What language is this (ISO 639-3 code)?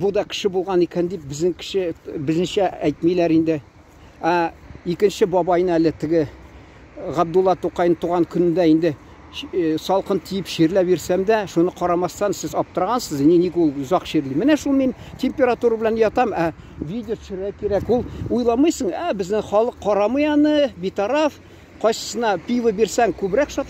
tat